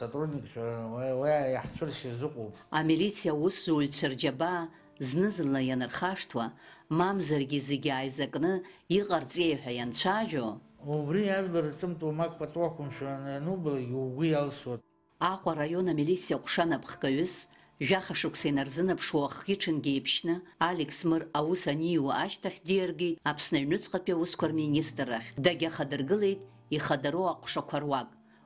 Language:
Abkhazian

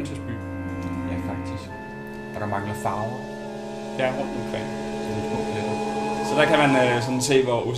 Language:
Danish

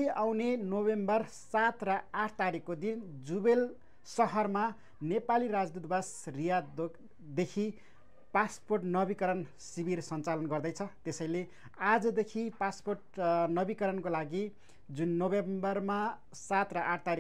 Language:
Nepali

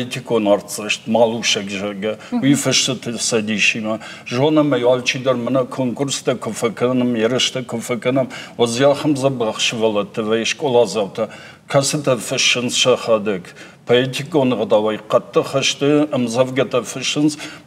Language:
Ossetic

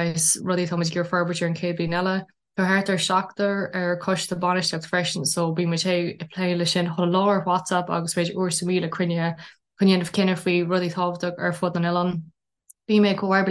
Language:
Irish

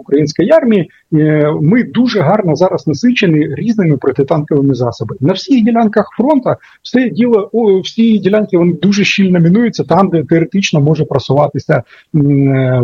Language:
Ukrainian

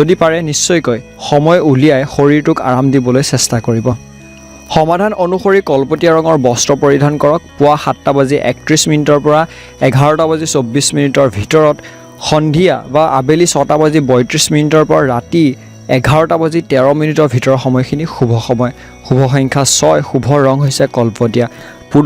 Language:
Assamese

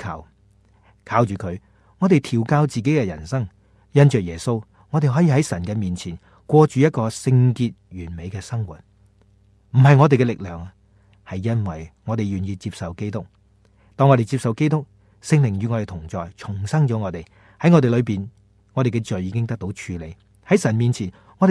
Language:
Cantonese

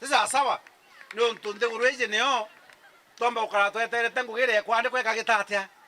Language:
Meru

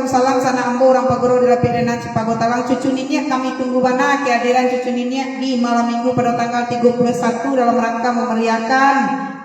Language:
Minangkabau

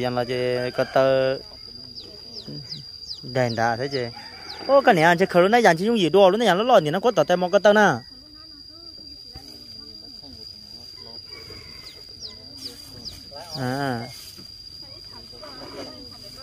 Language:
Vietnamese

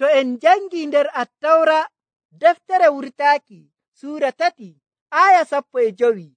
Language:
Nigerian Fulfulde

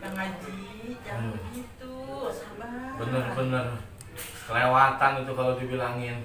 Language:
Betawi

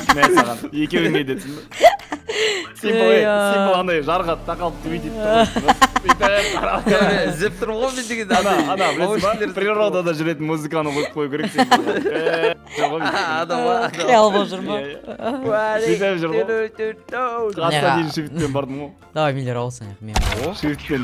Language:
Kazakh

